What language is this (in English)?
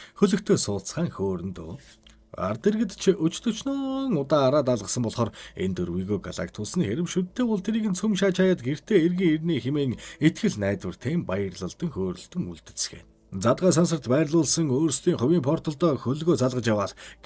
Mongolian